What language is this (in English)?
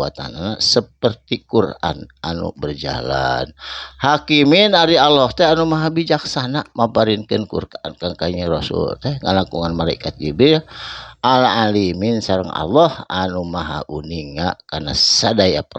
Sundanese